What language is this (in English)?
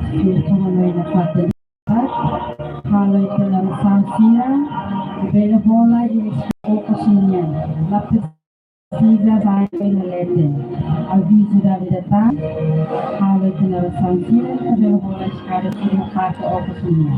Tetum